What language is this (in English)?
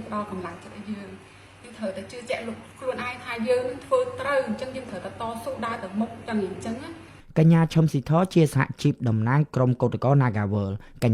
Khmer